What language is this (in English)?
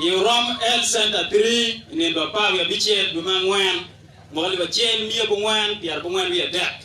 Acoli